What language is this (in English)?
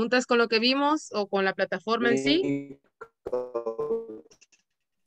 Spanish